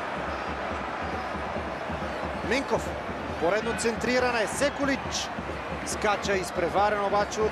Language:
Bulgarian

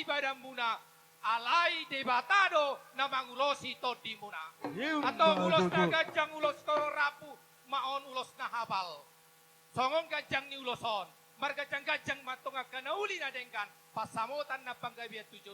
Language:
Batak Toba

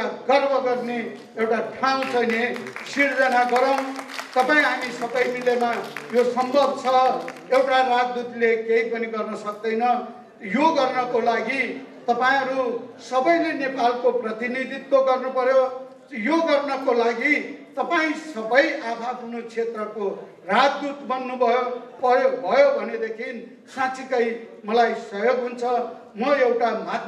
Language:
Nepali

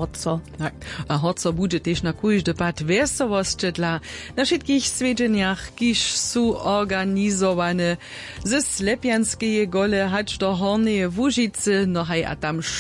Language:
Upper Sorbian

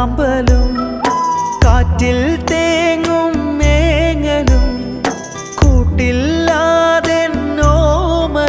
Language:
Malayalam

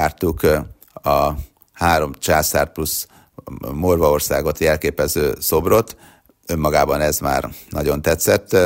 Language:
Hungarian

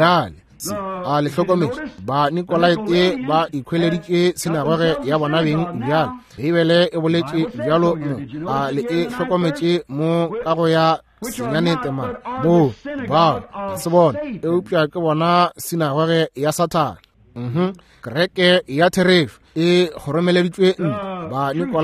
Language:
Northern Sotho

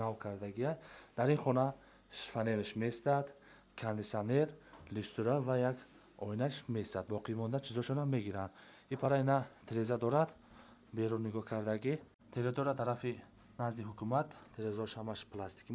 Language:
Tajik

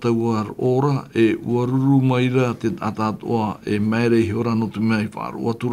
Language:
Tahitian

